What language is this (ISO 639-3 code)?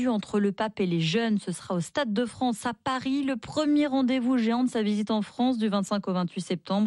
fra